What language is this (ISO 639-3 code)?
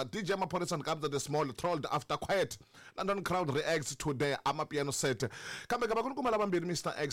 tso